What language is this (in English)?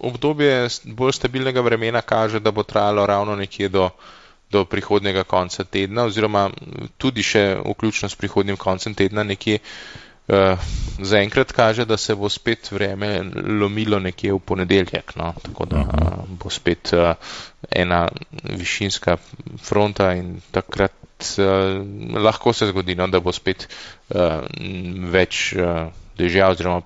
Slovenian